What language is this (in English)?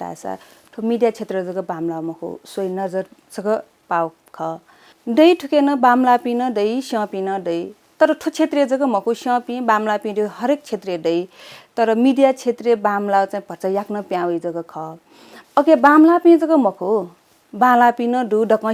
Newari